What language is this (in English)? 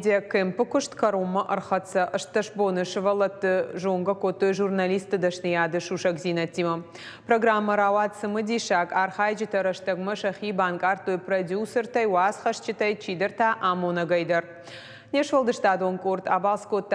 Ossetic